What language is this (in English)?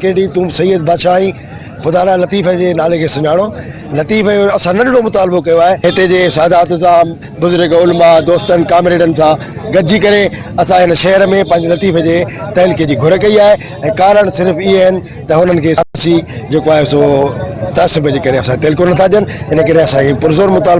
Sindhi